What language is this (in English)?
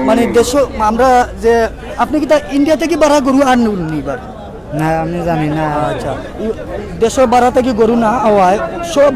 Sylheti